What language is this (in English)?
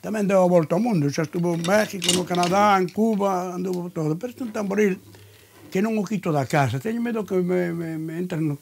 Galician